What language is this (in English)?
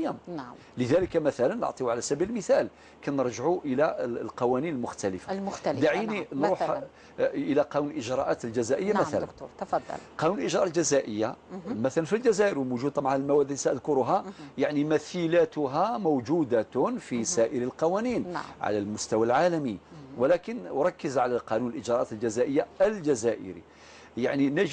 Algerian Arabic